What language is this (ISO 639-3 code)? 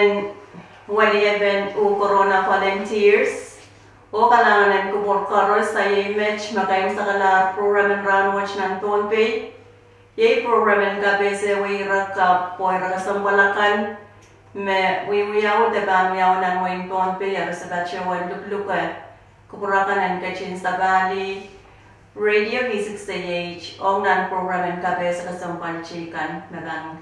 pon